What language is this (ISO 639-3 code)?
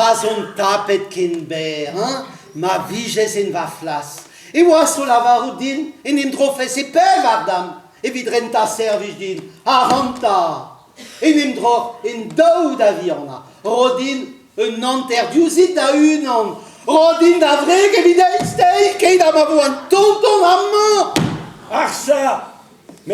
bre